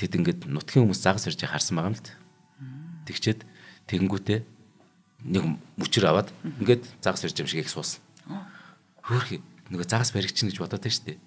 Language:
Mongolian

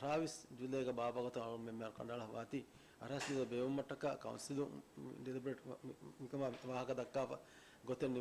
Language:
Divehi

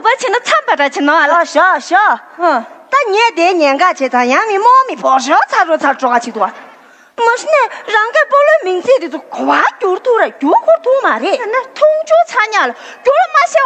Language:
Tibetan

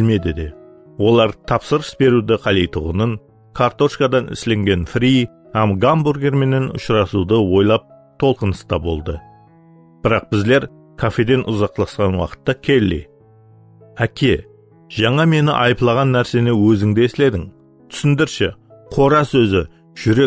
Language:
Kara-Kalpak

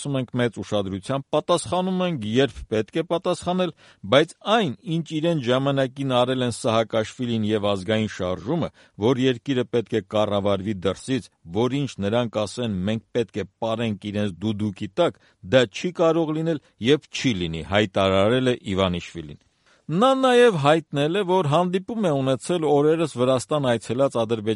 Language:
Armenian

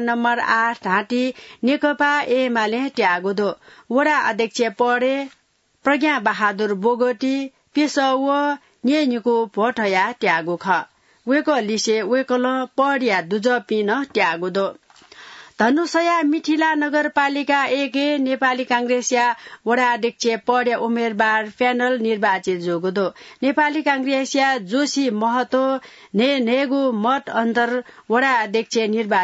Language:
Newari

